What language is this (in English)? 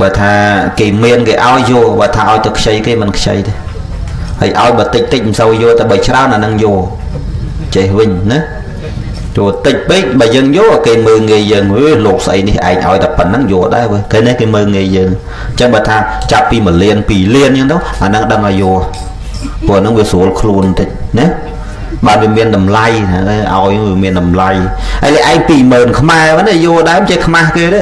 Khmer